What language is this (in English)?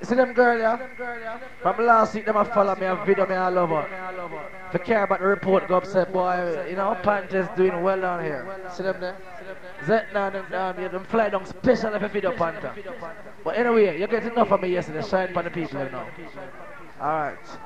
Jamaican Creole English